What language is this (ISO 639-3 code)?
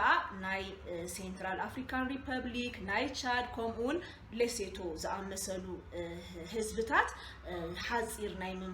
tir